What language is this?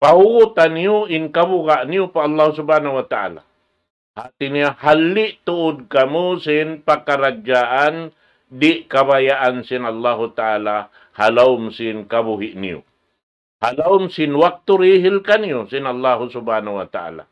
Tausug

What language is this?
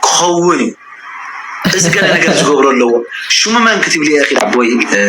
Tigrinya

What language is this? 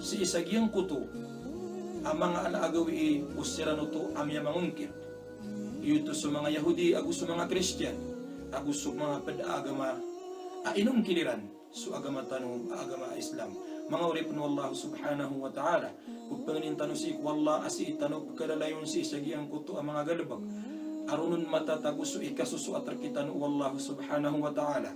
Maranao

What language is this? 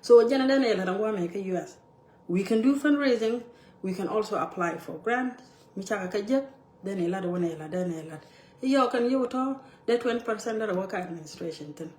Nuer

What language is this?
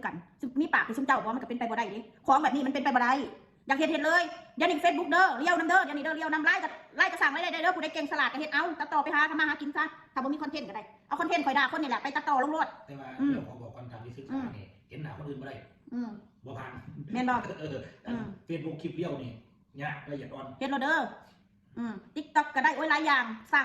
Northeastern Thai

